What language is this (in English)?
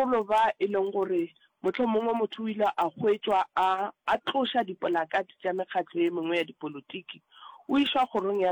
Northern Sotho